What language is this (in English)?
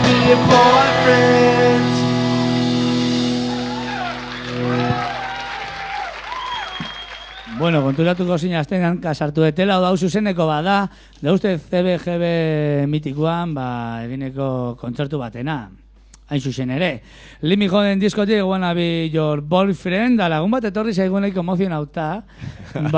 Basque